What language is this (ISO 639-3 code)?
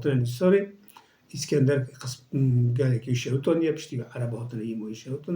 kur